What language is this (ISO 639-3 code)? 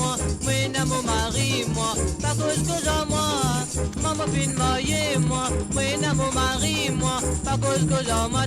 mfe